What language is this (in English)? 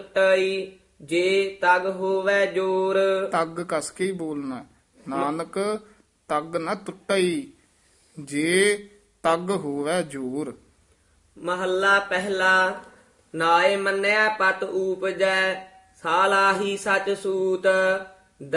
Punjabi